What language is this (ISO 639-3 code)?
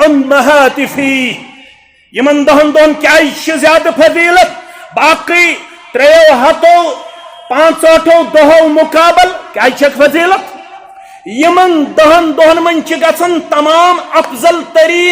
kas